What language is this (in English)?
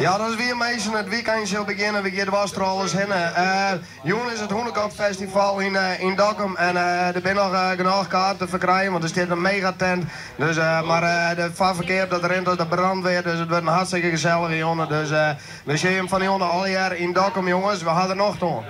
Western Frisian